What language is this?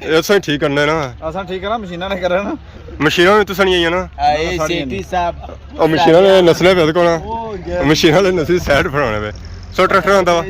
Pahari-Potwari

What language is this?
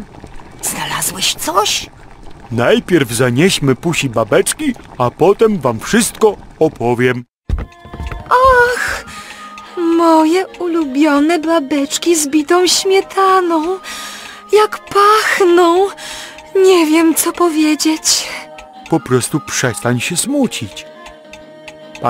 Polish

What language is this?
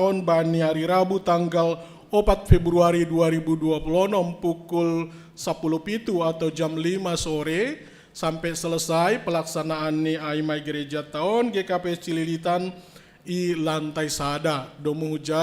Batak Simalungun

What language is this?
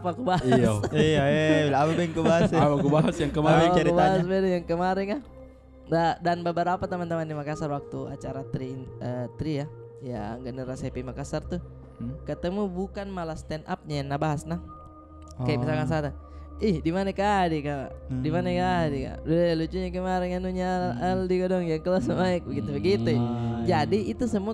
Makassar Malay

